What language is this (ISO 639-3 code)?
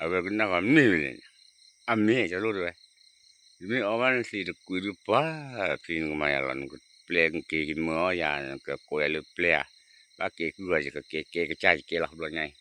ksw